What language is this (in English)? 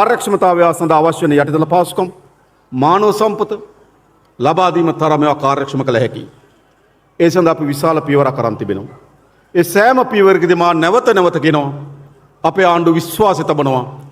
Sinhala